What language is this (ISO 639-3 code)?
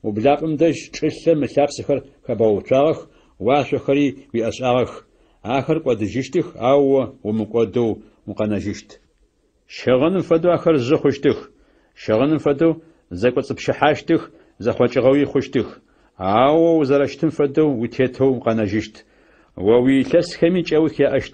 ady